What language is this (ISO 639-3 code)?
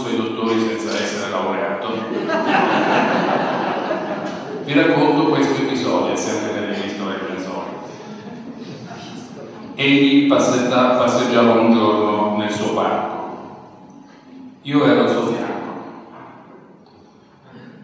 ita